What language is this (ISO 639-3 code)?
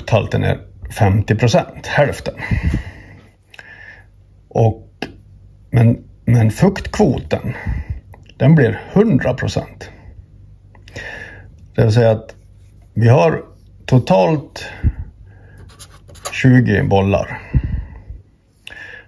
swe